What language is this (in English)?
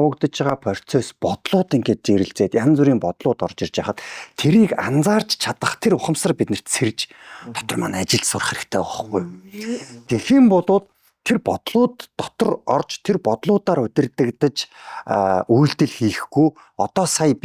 Mongolian